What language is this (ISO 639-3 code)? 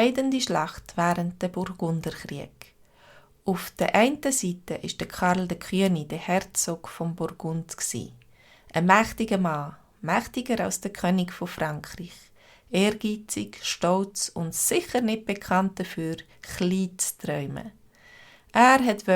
gsw